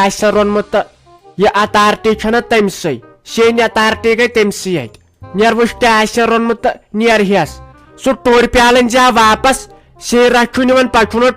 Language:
Kashmiri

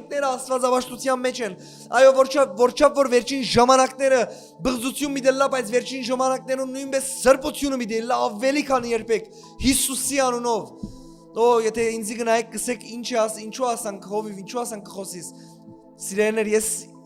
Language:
Western Armenian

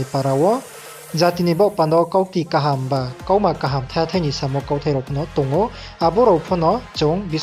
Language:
Riang (India)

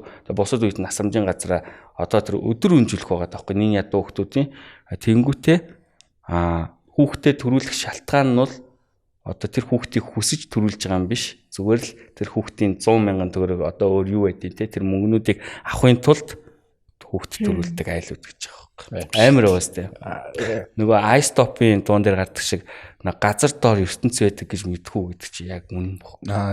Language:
Mongolian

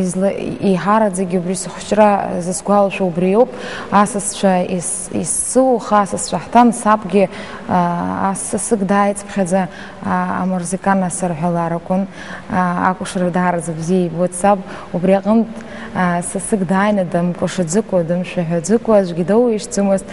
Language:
Abkhazian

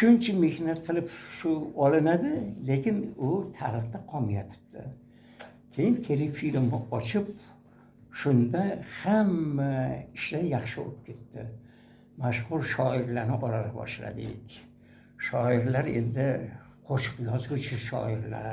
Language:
Uzbek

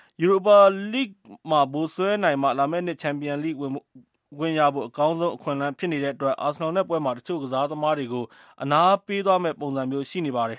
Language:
Burmese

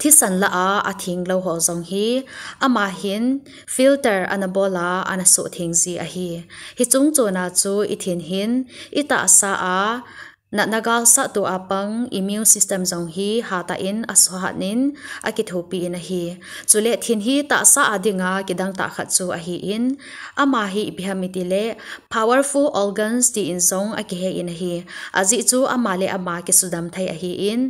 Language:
Thado Chin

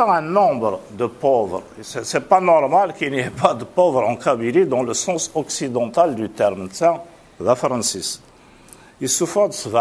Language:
Kabyle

